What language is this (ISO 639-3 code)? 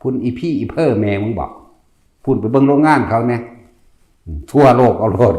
tts